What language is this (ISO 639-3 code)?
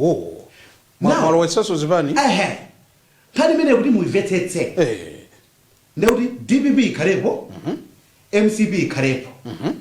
nya